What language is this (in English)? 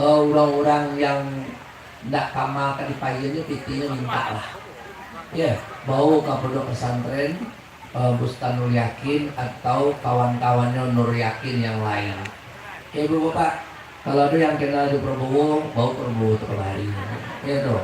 Minangkabau